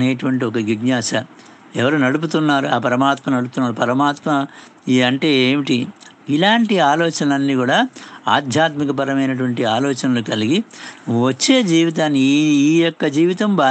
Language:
Telugu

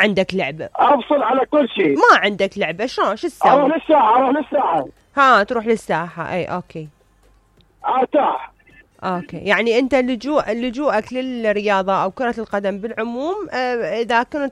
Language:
Mesopotamian Arabic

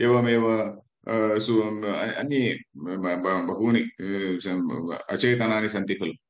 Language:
Sanskrit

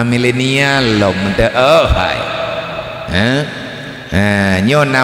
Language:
Achinese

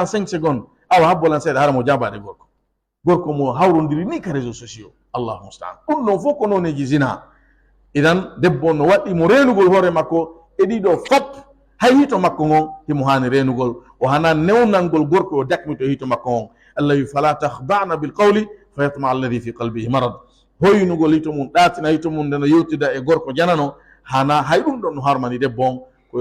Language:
Fula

